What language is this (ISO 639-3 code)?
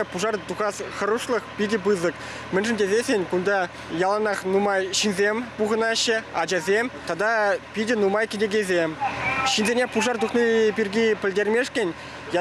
chv